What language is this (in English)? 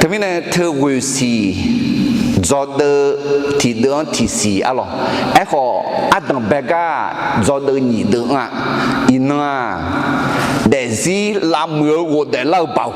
Akha